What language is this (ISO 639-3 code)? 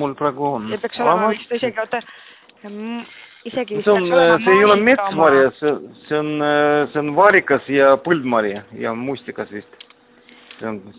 est